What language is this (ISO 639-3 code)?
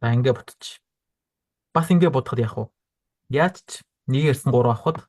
mon